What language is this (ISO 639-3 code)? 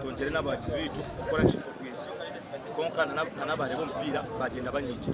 nyn